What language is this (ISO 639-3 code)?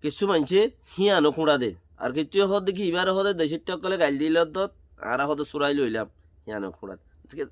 rhg